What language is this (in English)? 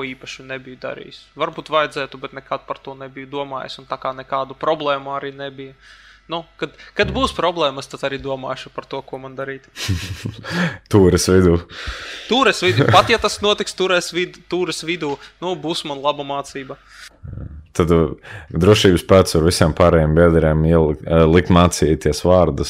Latvian